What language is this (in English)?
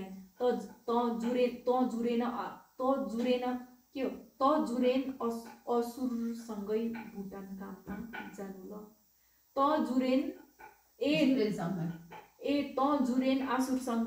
Nepali